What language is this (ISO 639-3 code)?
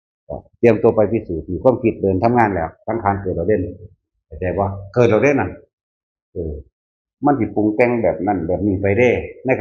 tts